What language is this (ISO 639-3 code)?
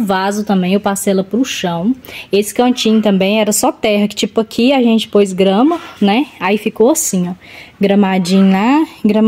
por